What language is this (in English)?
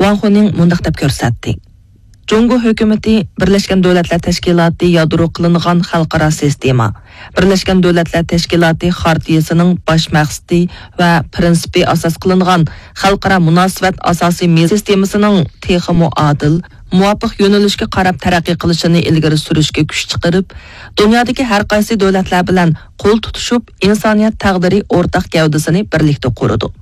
Uyghur